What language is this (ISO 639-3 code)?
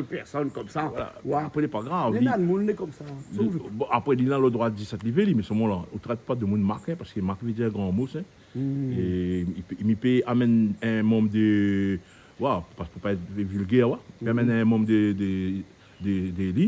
rcf